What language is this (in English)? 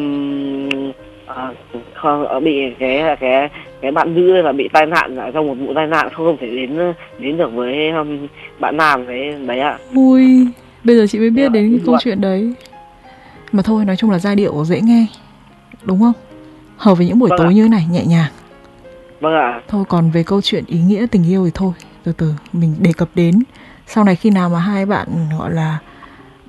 Vietnamese